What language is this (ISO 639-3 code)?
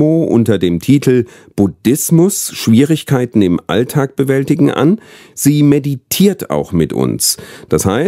deu